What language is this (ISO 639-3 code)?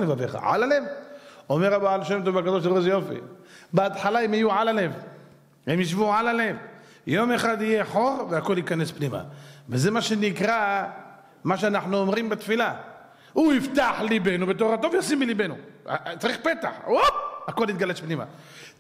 heb